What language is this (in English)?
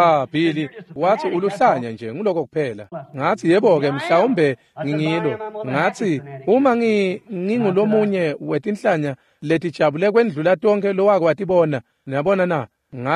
Swati